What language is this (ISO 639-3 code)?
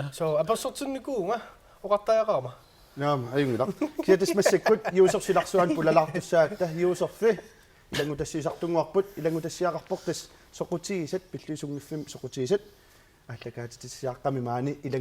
kal